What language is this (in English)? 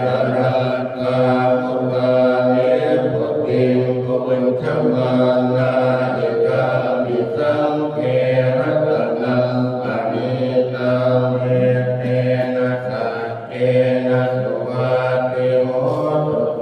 Pali